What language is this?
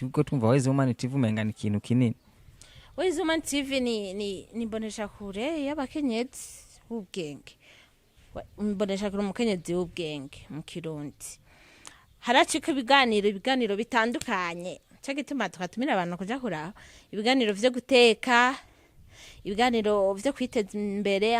Rundi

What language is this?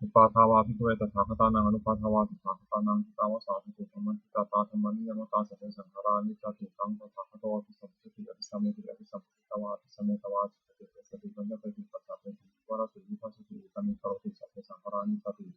Pali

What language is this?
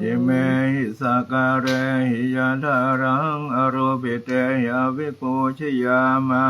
Pali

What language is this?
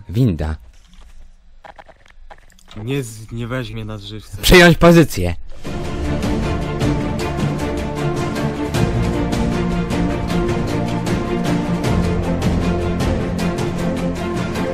Polish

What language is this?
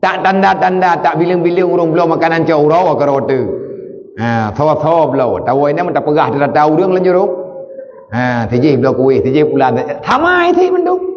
Achinese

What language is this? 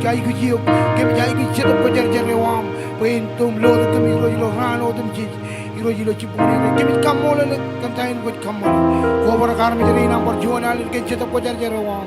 Marshallese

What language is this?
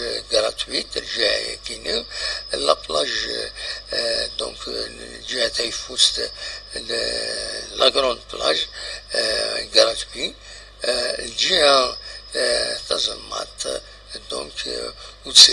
Kabyle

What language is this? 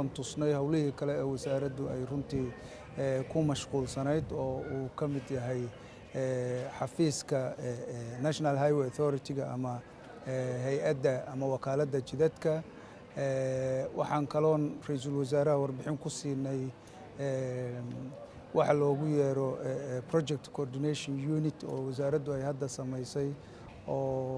Somali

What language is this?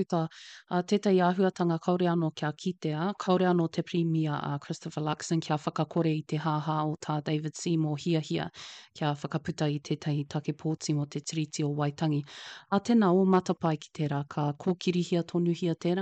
Māori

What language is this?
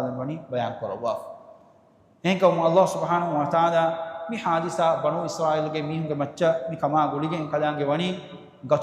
Divehi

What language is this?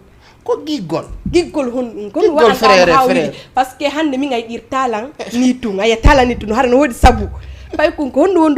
Fula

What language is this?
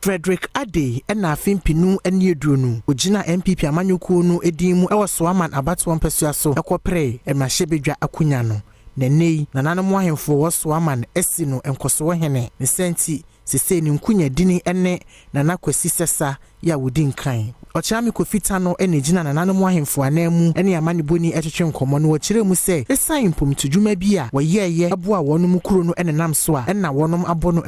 Akan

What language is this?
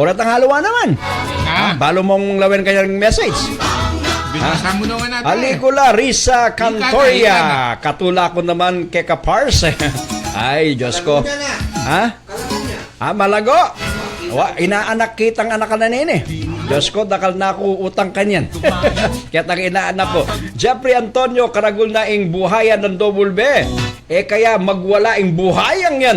Pampanga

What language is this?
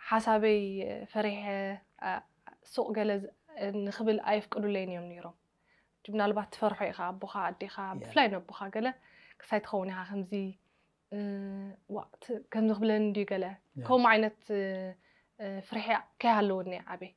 Tigrinya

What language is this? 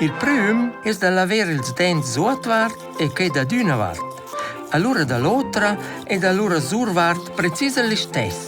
Romansh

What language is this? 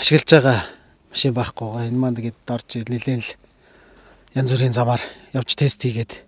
Mongolian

